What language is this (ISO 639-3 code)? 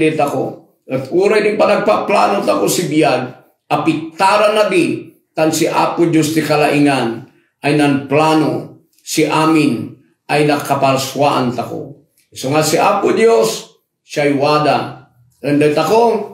kne